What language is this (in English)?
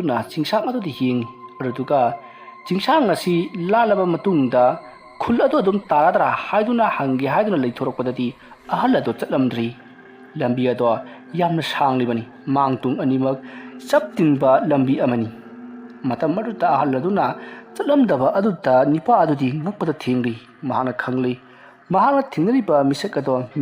Manipuri